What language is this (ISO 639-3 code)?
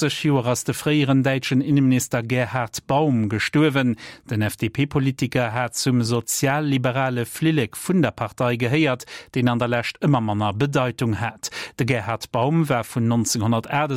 ltz